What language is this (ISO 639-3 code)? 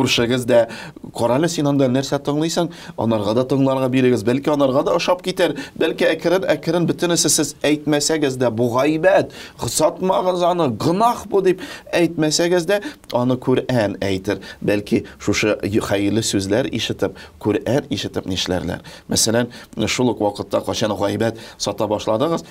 tat